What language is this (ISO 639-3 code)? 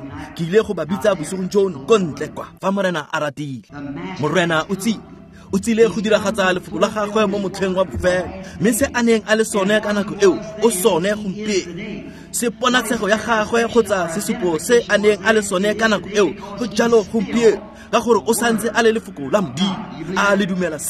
tsn